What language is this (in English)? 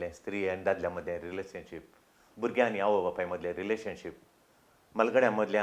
Konkani